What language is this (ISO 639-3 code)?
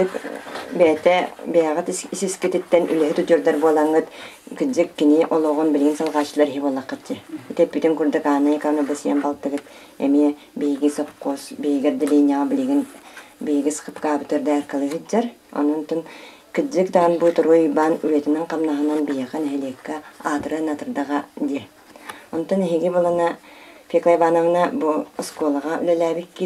sah